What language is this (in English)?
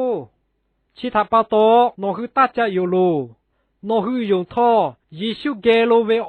Lahu